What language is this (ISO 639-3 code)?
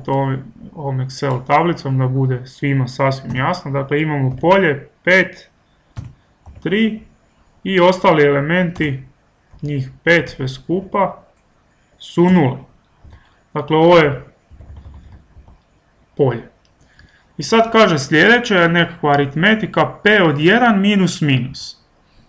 hrv